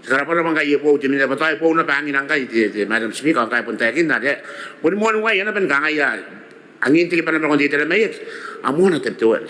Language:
Gilbertese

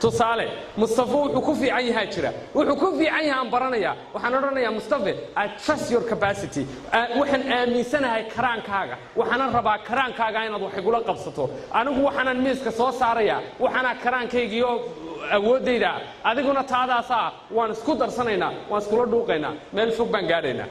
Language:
Somali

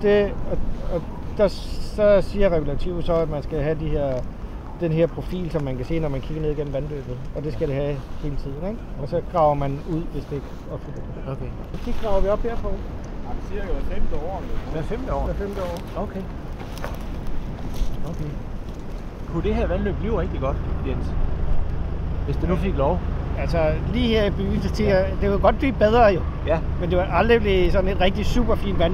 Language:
Danish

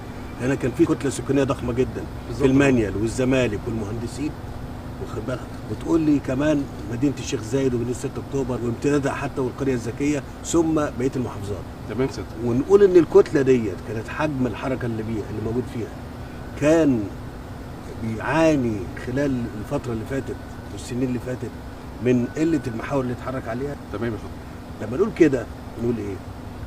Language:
Egyptian Arabic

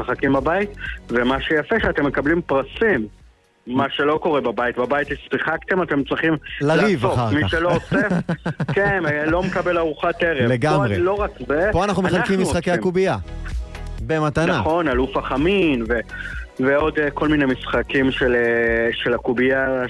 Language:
Hebrew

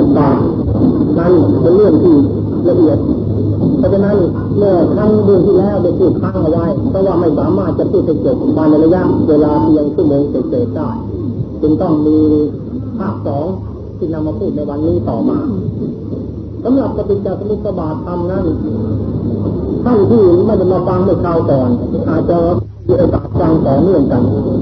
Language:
Thai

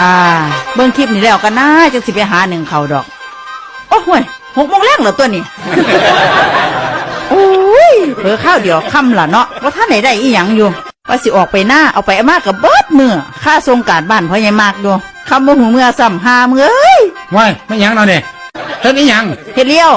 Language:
Northeastern Thai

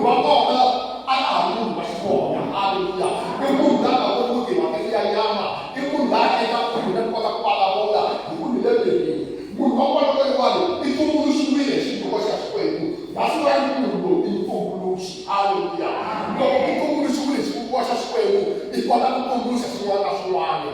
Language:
Tsonga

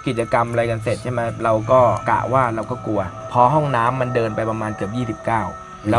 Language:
Thai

